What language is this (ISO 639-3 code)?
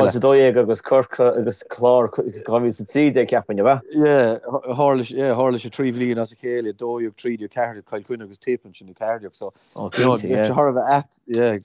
gle